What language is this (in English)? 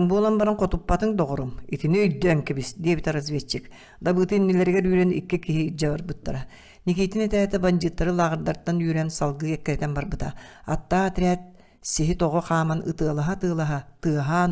Yakut